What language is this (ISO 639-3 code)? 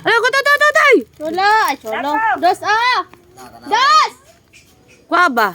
ceb